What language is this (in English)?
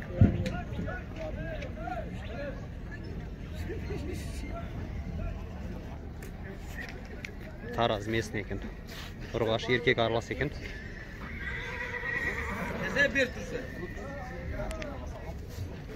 Kazakh